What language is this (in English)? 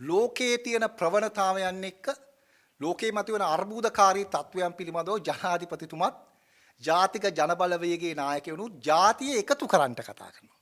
Sinhala